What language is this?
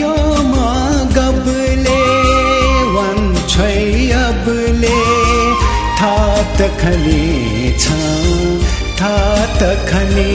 Newari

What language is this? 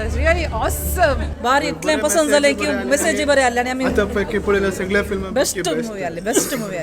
Konkani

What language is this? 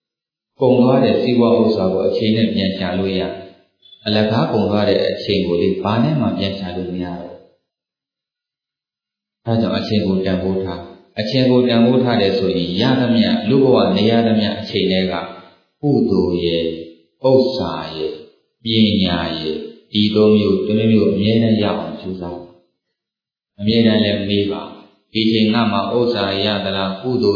Burmese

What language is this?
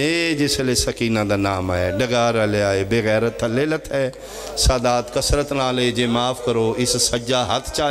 Pahari-Potwari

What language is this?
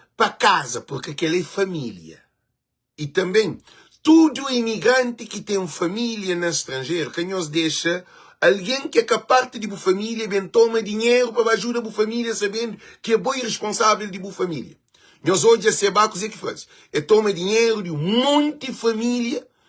Kabuverdianu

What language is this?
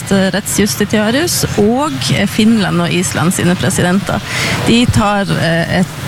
Norwegian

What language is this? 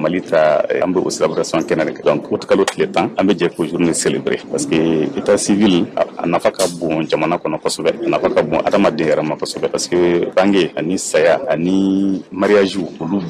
Bambara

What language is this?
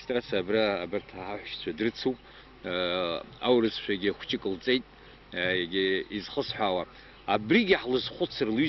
Abkhazian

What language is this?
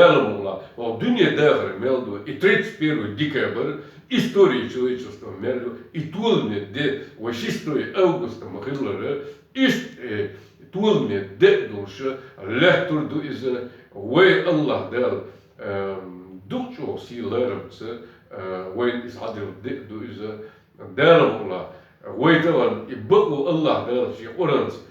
Chechen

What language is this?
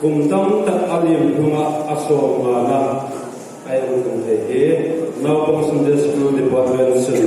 Hmar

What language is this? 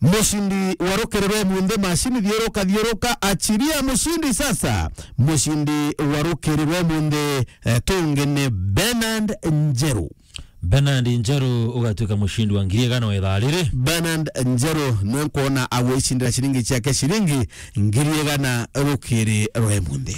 Meru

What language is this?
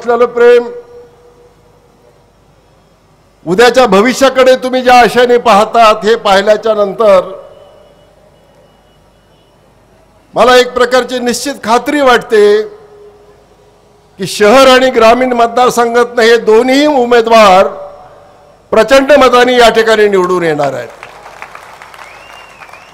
Marathi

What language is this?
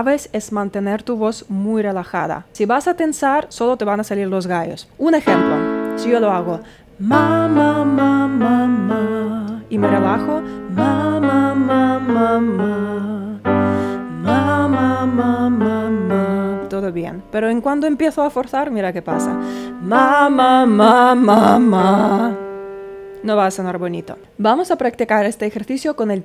Spanish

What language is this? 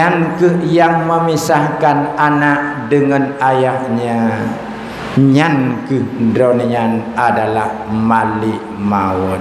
Achinese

